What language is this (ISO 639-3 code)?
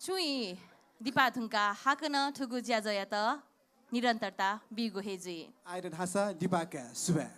new